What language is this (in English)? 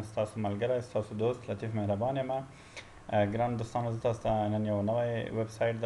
Pashto